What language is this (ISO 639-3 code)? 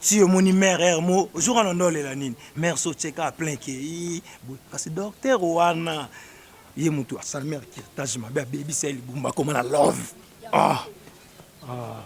lin